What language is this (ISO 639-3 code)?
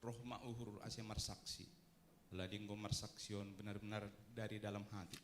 bts